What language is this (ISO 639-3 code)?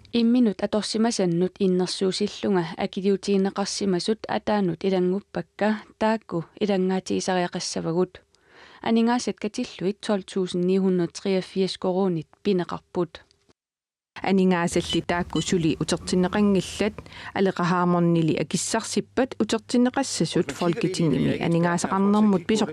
kal